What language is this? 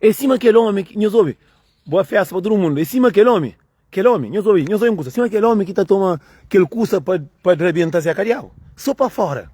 Kabuverdianu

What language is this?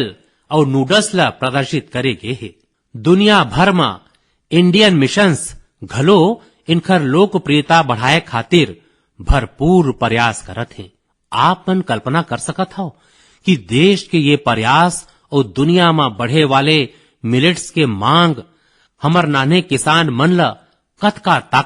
Chhattisgarhi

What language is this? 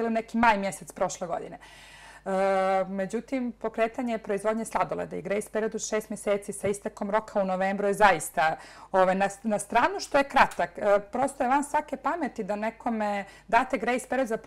Bosnian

